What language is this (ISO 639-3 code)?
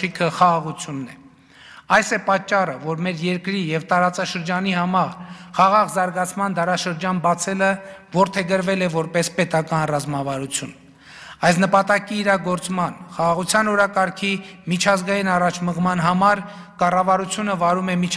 hye